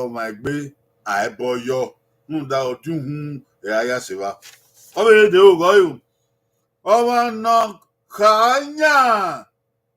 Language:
Bini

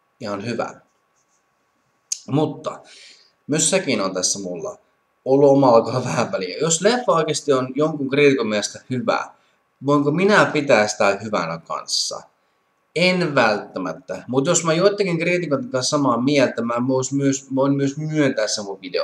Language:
Finnish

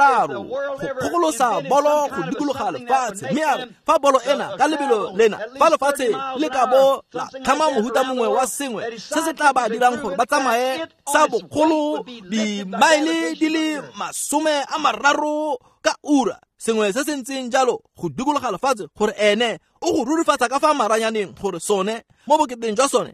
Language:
Tswana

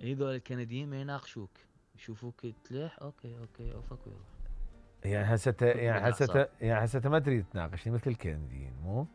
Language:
Mesopotamian Arabic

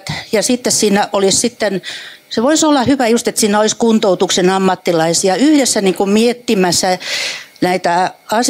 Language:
Finnish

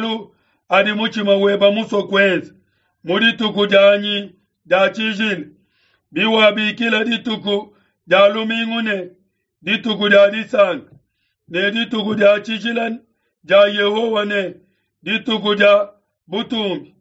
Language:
Luba-Lulua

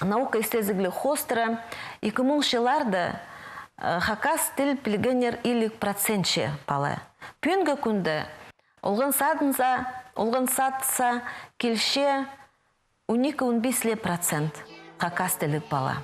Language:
Khakas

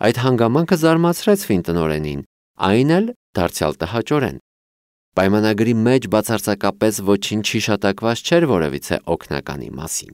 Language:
Armenian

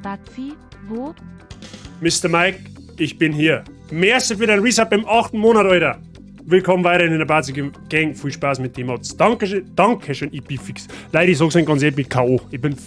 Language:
Bavarian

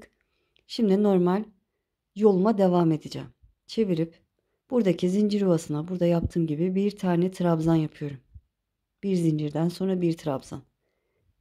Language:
Turkish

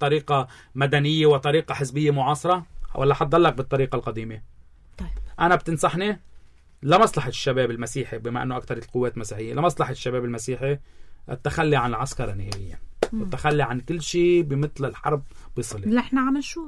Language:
North Levantine Arabic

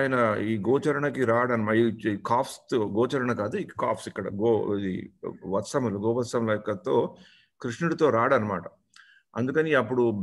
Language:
Telugu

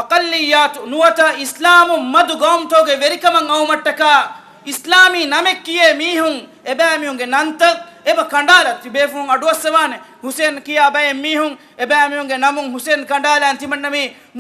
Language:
Divehi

